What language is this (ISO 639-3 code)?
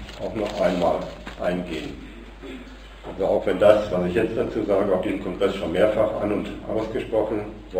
deu